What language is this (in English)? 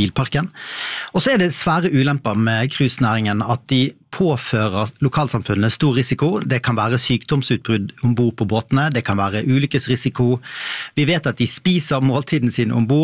Norwegian